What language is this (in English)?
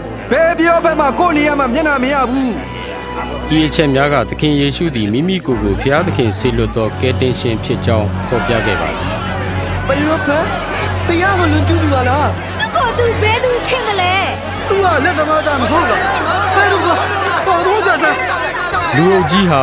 Burmese